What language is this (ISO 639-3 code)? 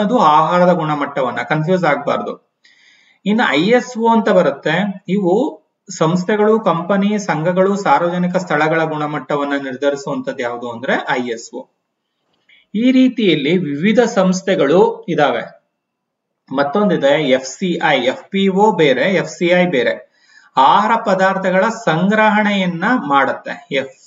kan